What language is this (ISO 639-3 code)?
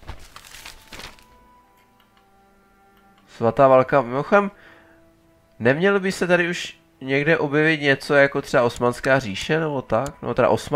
ces